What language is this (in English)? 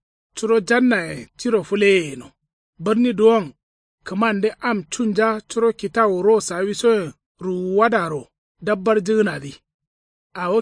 Kanuri